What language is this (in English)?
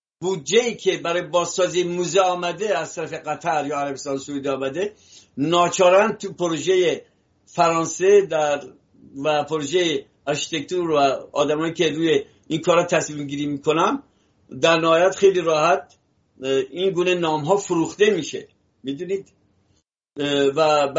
Persian